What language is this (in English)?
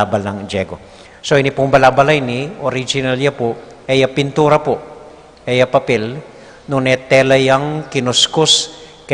Pampanga